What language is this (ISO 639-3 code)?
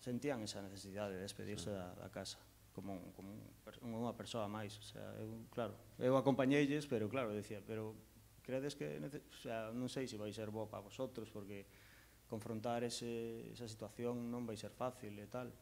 glg